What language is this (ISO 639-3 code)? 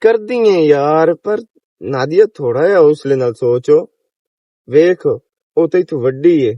lah